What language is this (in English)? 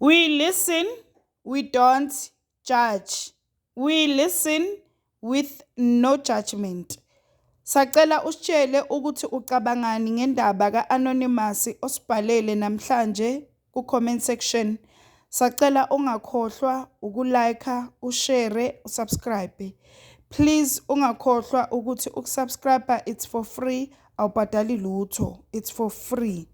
Zulu